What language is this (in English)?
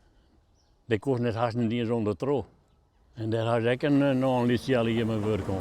Western Frisian